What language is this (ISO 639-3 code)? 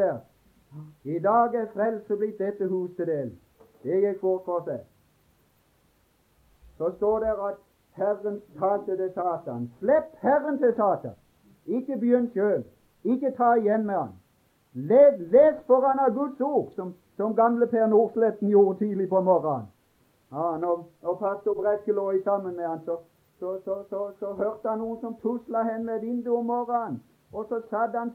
nor